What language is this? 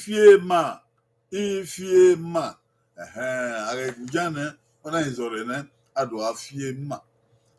Bini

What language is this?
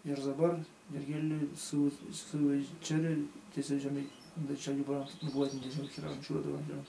Chuvash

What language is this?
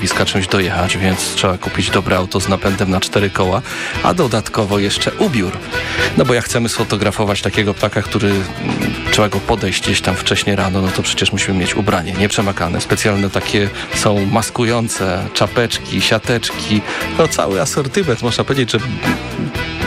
Polish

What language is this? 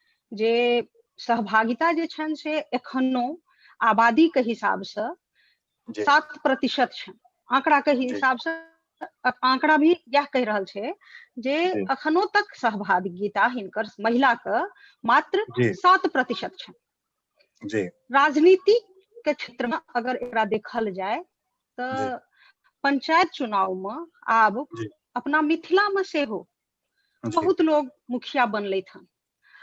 Maithili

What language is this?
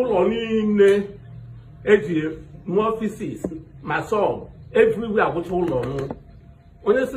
Igbo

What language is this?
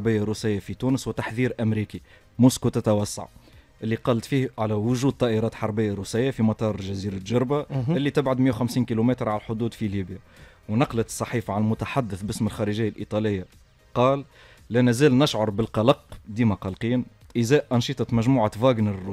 Tunisian Arabic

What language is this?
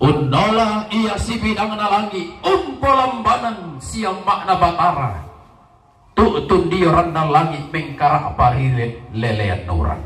Toraja-Sa'dan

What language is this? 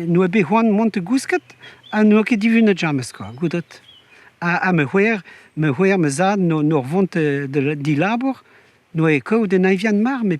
Breton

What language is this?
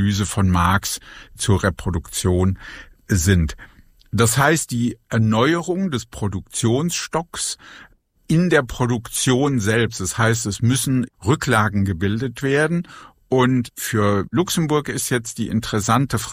German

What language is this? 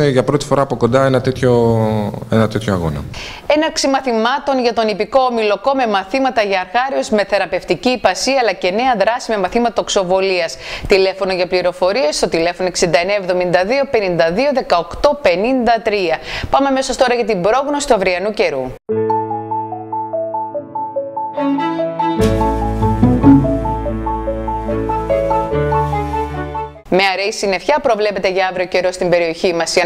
Greek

